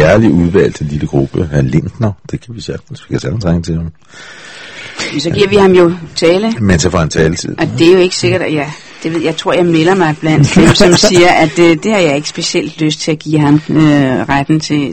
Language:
Danish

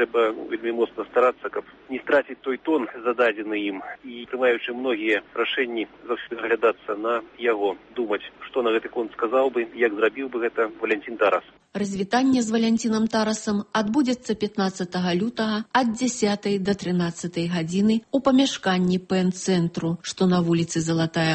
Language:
Belarusian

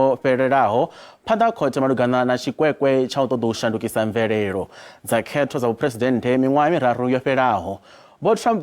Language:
Venda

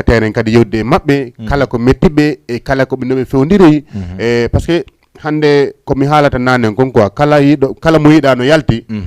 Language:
Fula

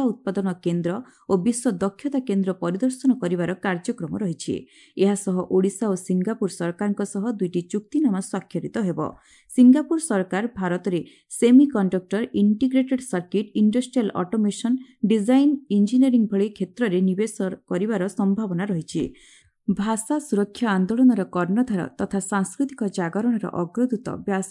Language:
Odia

